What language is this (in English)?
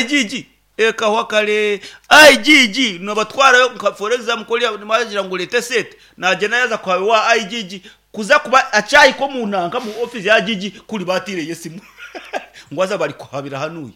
Nyankole